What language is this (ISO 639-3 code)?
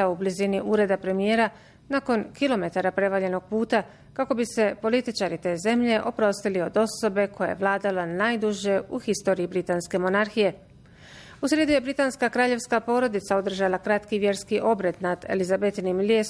bos